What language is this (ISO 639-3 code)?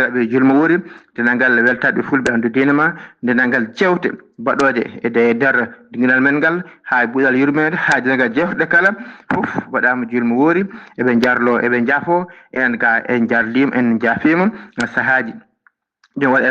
ful